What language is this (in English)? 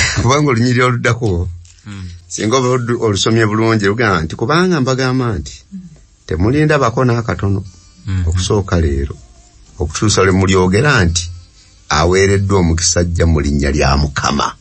Ganda